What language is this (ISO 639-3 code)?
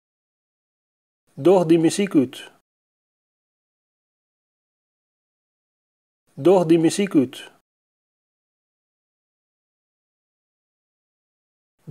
fry